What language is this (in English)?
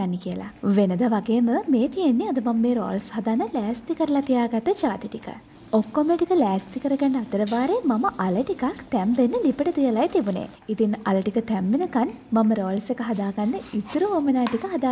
Sinhala